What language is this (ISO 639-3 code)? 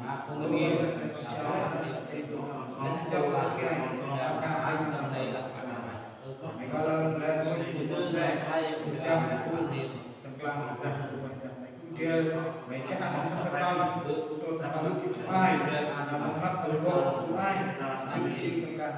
cmo